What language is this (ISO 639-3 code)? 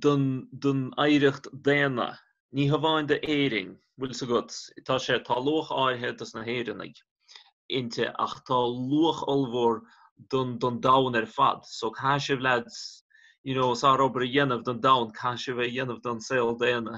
gle